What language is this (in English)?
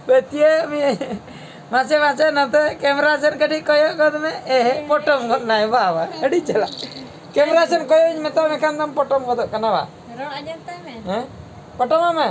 Santali